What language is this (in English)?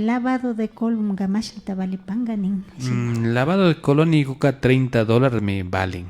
Imbabura Highland Quichua